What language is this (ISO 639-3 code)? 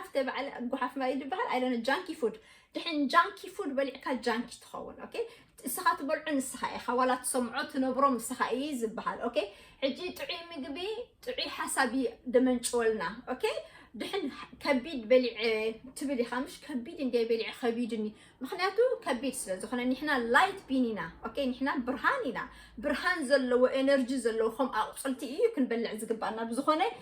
tir